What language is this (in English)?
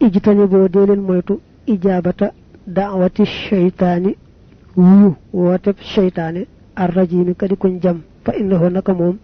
Wolof